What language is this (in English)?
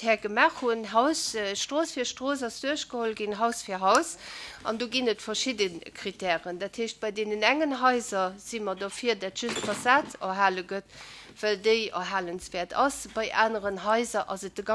Luxembourgish